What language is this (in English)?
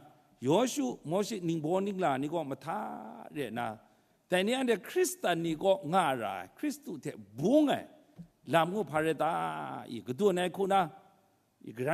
Kachin